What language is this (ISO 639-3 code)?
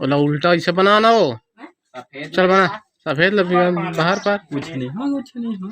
hne